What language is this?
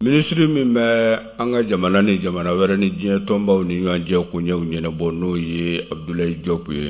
Bambara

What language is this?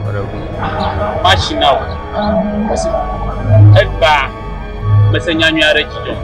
Ewe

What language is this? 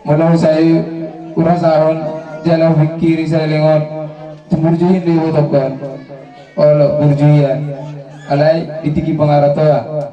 Batak Toba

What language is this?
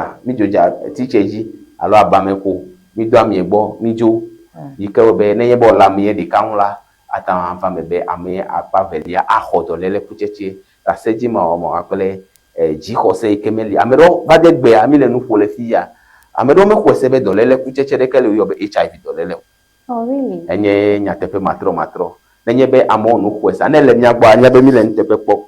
Ewe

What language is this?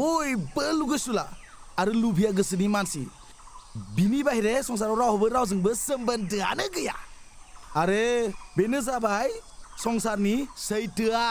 Bodo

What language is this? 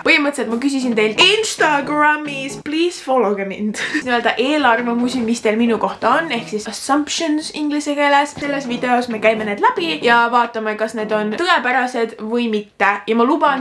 Estonian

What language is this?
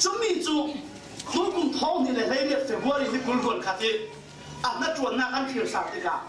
Falam Chin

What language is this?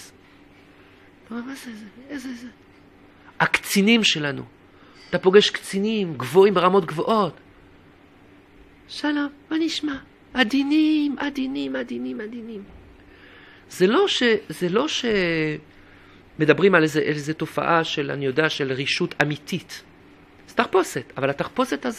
Hebrew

